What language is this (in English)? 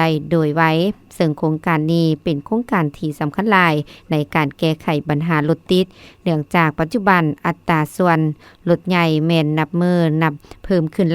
Lao